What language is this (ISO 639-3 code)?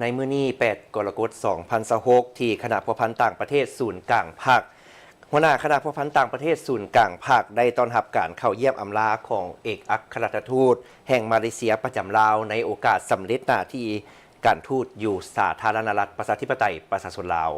lao